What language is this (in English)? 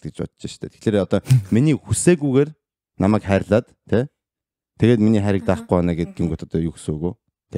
Mongolian